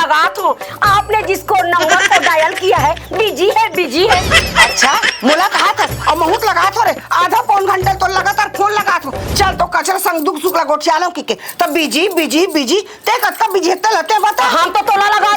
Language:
Chhattisgarhi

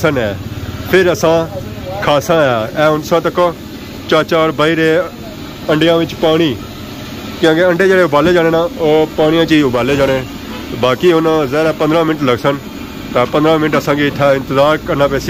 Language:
Pahari-Potwari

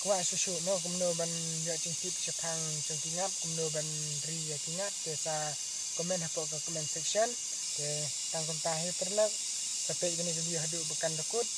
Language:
Khasi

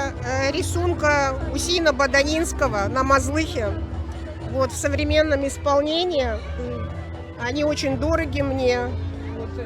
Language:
Crimean Tatar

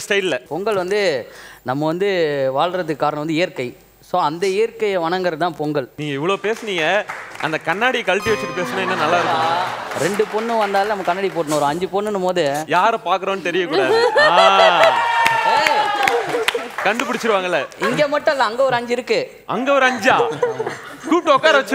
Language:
Tamil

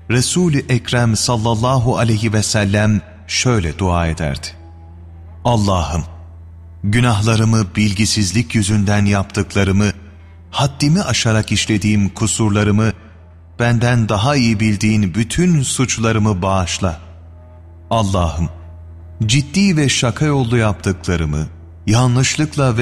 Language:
Turkish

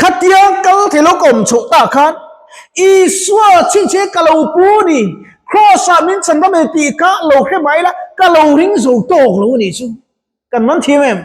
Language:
Mizo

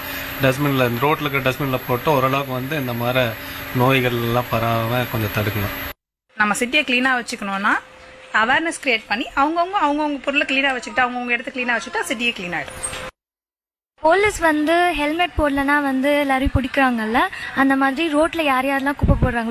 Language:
Tamil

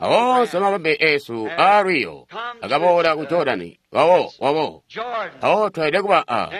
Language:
Tonga (Zambia)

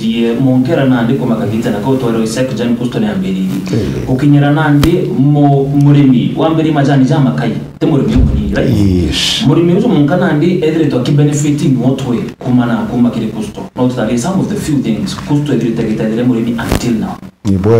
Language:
Meru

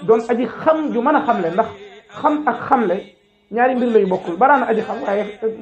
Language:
Wolof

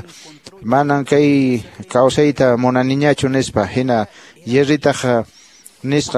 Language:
Quechua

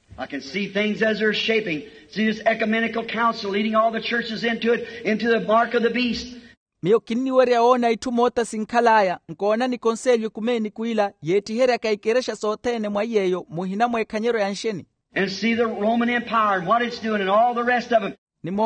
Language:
Makhuwa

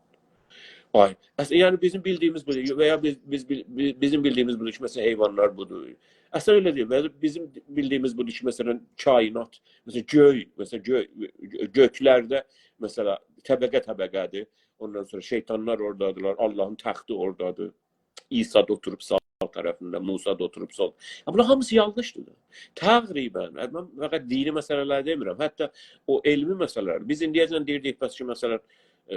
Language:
South Azerbaijani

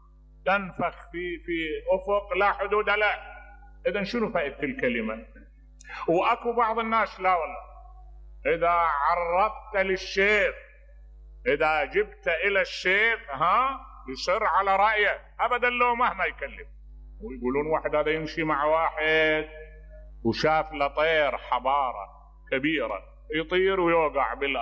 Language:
Mesopotamian Arabic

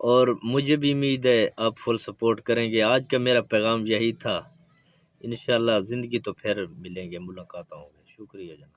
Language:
Saraiki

